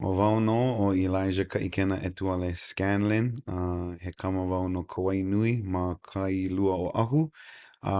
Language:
Hawaiian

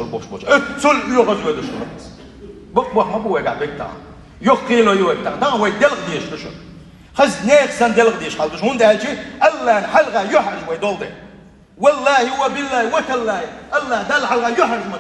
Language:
Chechen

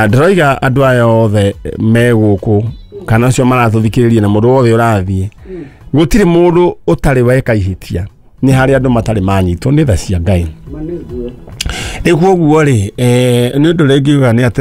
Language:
Kikuyu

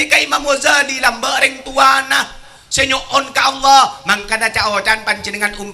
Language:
Madurese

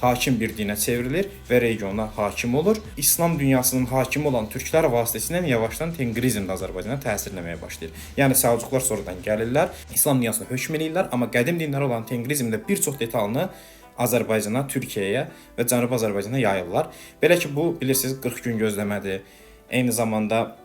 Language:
Azerbaijani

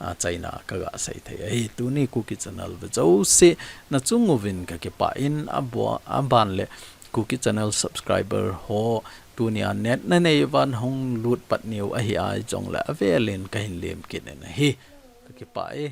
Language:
Thado Chin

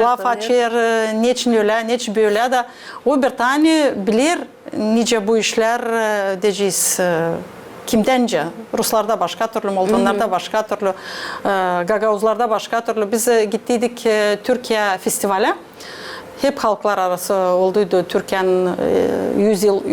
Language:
Gagauz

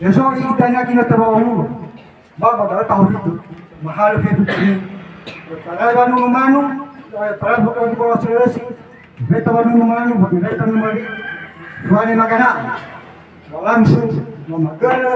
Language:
Nias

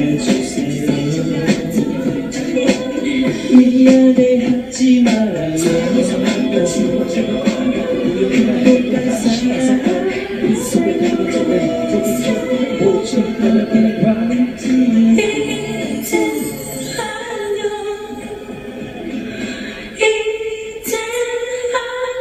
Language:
Korean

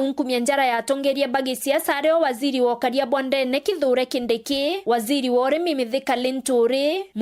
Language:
Meru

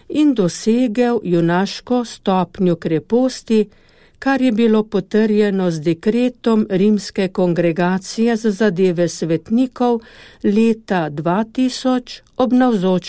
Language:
Slovenian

